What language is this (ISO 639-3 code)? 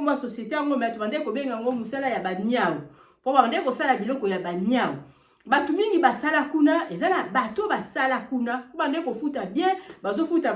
lin